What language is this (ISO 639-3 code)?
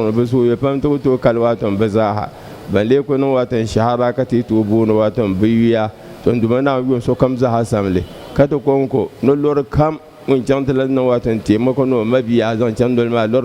dag